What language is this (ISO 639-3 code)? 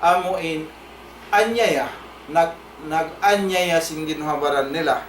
tsg